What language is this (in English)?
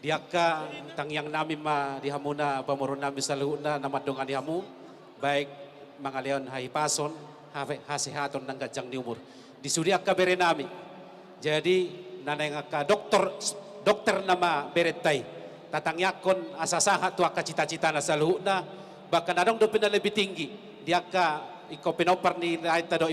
Batak Toba